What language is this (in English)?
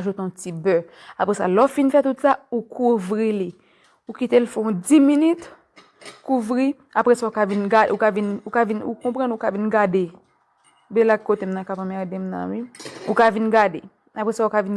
Haitian Creole